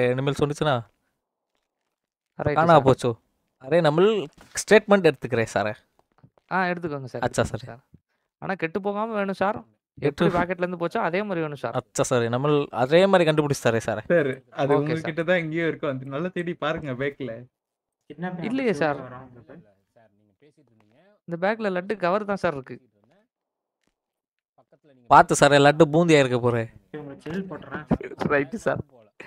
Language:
Tamil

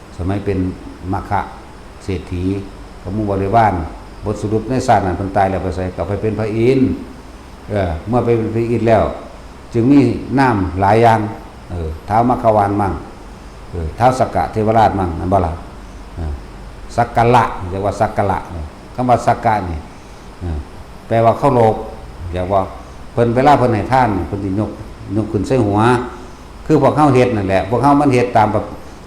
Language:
Lao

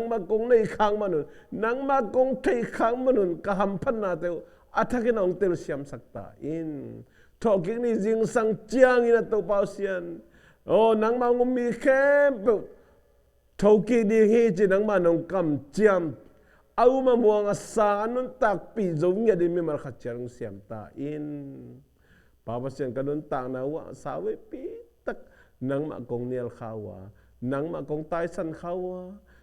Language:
Tedim Chin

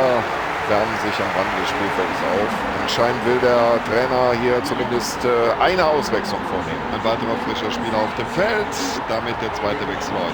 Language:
Bavarian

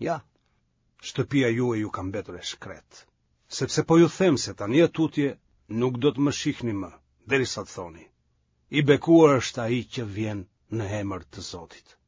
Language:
Albanian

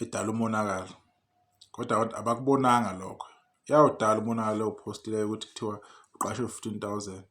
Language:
Zulu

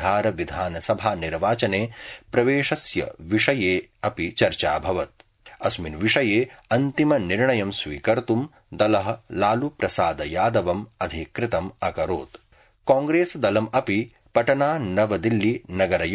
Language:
Sanskrit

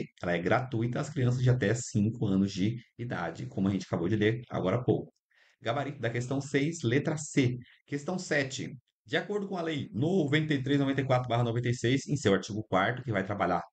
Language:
Portuguese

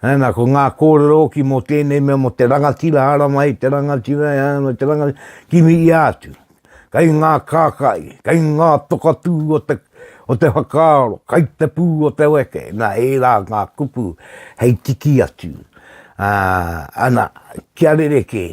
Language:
Māori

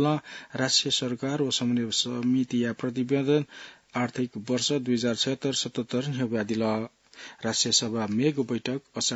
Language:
Newari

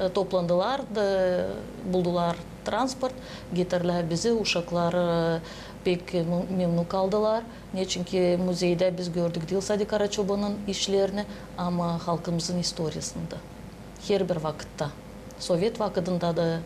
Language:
Gagauz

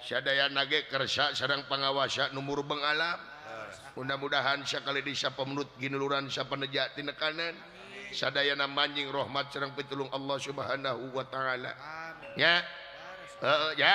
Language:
Sundanese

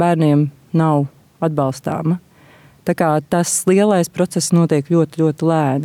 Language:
Latvian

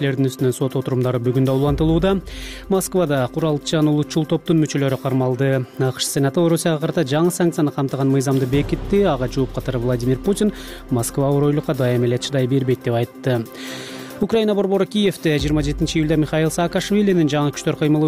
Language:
Kyrgyz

